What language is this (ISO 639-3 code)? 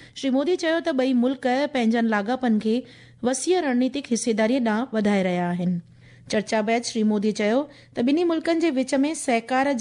snd